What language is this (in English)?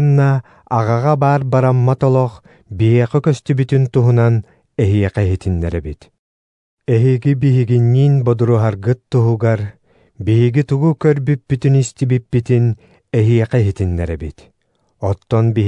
Yakut